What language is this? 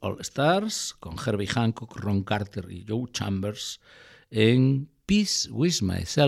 Galician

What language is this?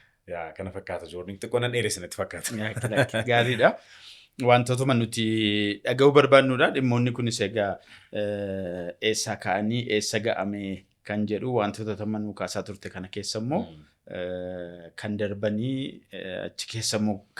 Oromo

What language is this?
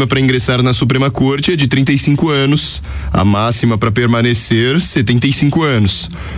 Portuguese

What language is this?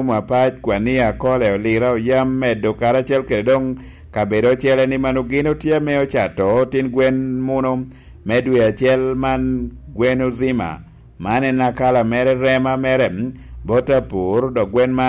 Lango (Uganda)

